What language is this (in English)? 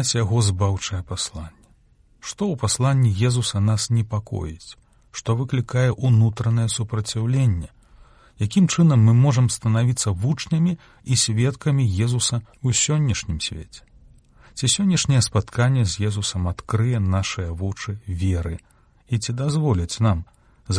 Belarusian